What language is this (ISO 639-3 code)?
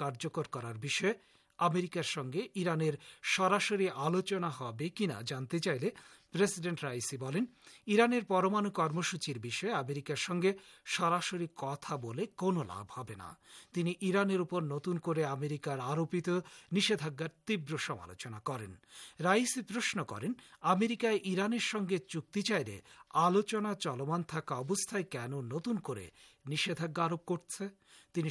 ben